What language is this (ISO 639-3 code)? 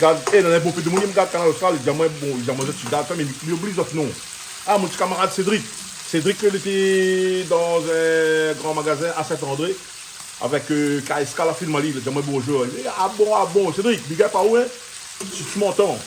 rcf